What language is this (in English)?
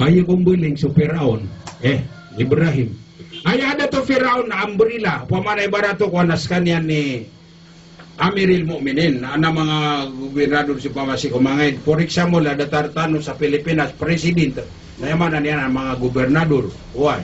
Maranao